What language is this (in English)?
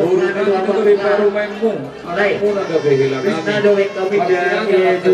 Batak Toba